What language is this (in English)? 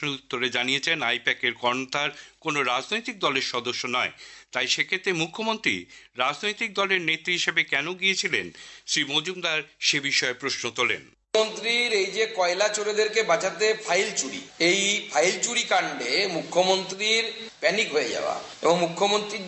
Bangla